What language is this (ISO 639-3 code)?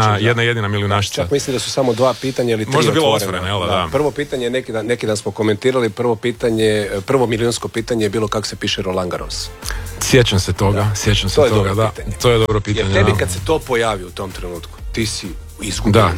hrv